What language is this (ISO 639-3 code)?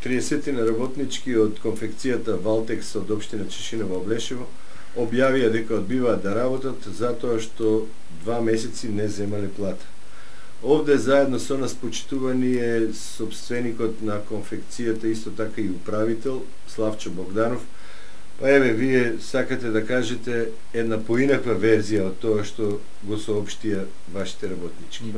mkd